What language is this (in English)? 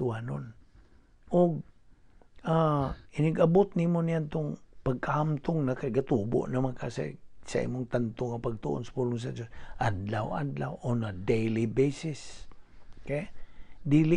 Cebuano